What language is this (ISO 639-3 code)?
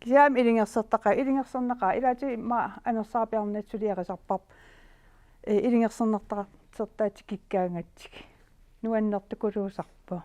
kal